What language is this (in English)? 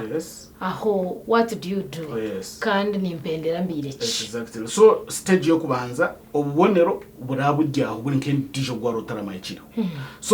Nyankole